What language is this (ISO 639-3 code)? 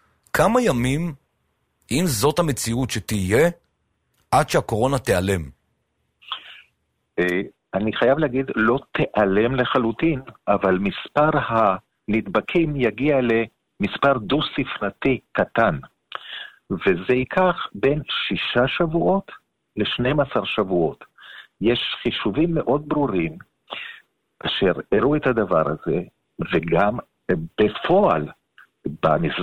heb